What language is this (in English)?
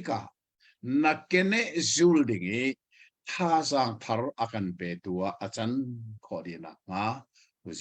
Hakha Chin